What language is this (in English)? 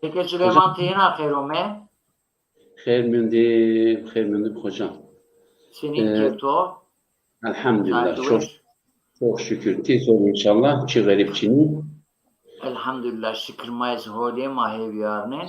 Zaza